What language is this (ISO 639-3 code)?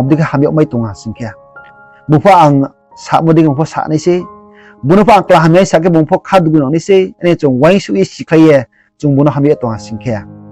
ria